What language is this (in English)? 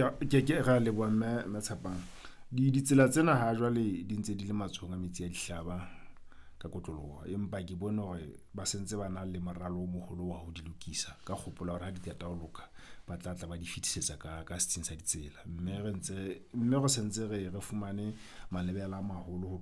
Southern Sotho